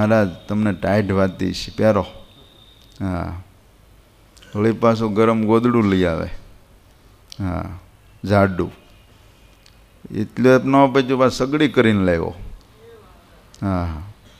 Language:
Gujarati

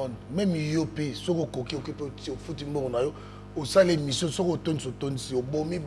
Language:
Lingala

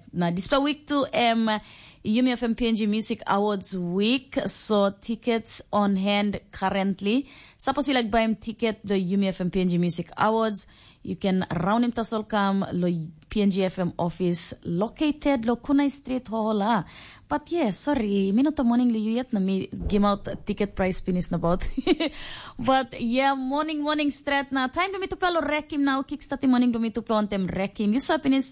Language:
Tok Pisin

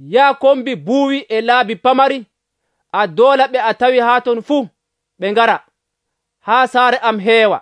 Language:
Nigerian Fulfulde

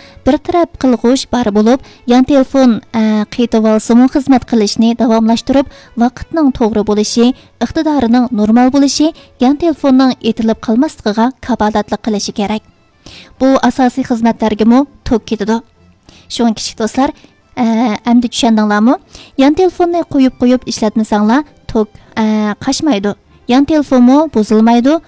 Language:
Uyghur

